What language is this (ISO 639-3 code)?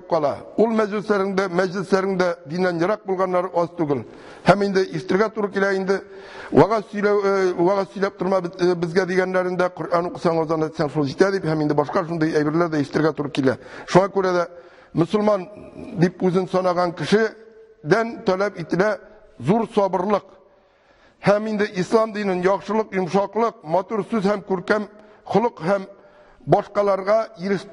tat